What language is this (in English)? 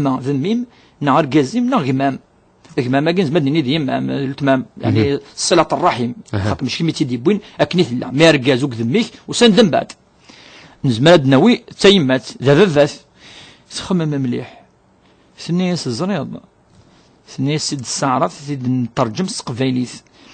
Kabyle